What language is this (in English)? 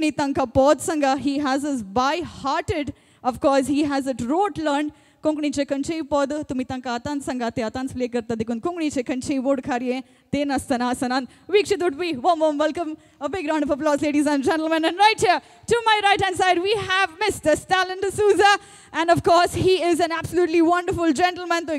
Konkani